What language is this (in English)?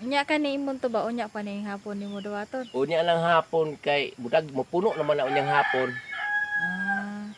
Cebuano